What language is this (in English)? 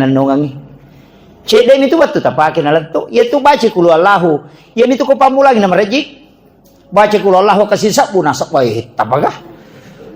Buginese